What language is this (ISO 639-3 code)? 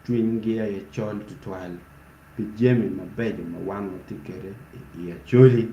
ach